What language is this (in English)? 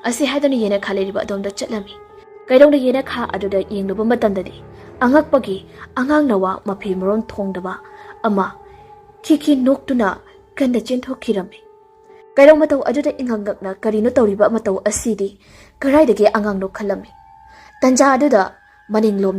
Manipuri